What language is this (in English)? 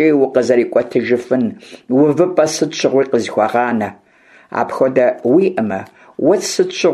Kabardian